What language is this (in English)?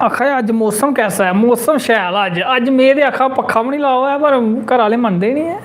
Dogri